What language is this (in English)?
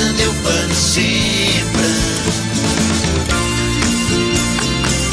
Catalan